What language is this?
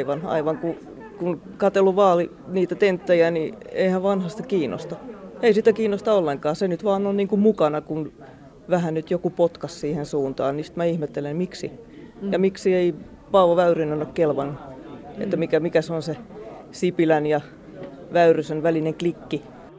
Finnish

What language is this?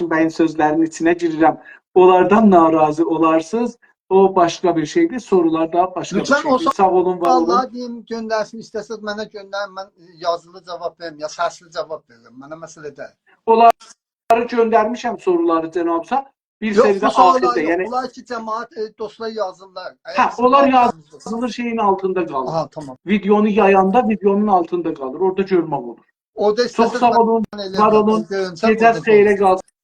South Azerbaijani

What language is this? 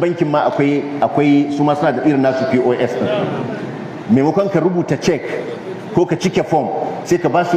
Hausa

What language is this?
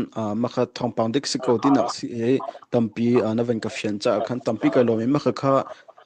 Hakha Chin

